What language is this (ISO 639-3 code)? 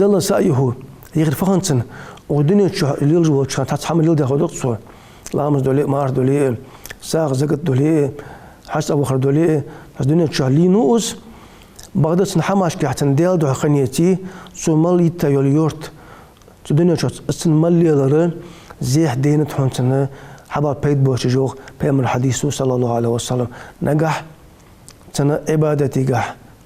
inh